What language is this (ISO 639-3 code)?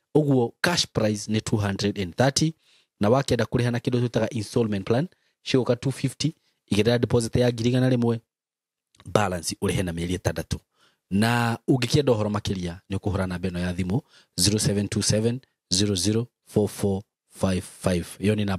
kik